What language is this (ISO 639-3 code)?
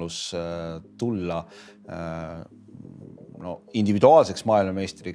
est